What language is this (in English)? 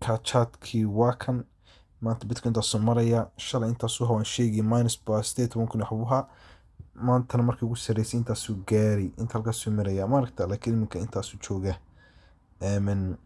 Somali